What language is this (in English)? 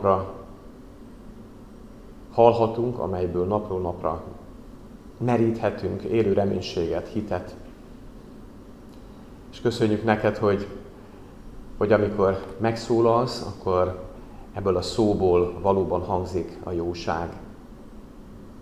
Hungarian